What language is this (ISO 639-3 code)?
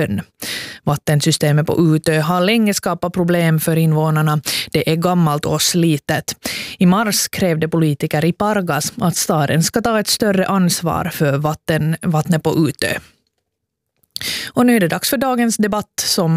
swe